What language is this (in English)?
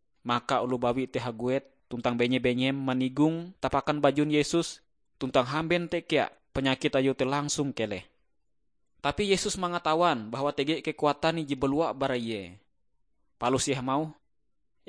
Ngaju